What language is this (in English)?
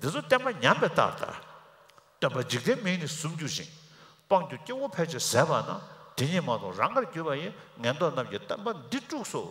Tibetan